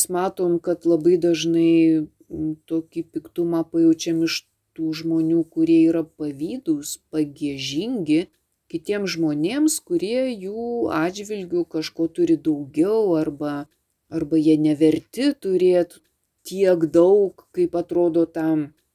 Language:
Lithuanian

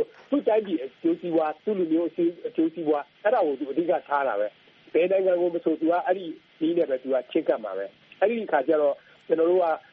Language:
Burmese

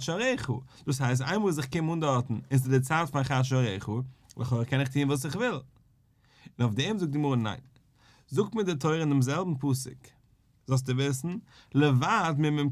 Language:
Yiddish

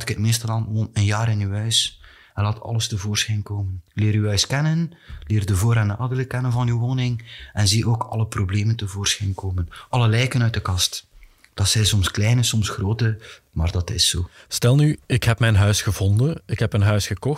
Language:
Dutch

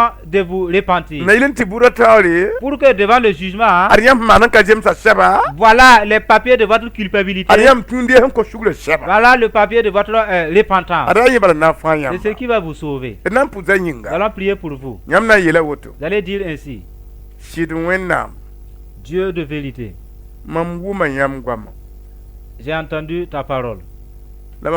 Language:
Mossi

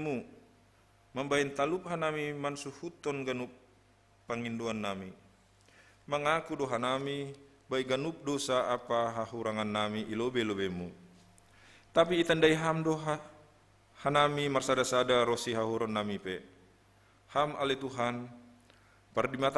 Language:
Batak Simalungun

